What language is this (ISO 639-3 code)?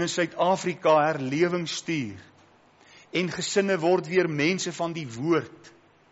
afr